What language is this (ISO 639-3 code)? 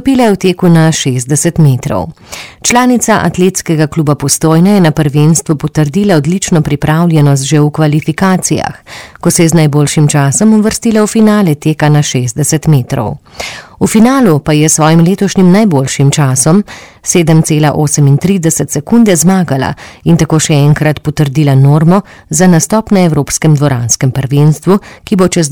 slv